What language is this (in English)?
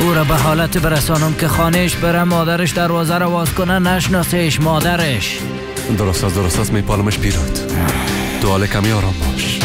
Persian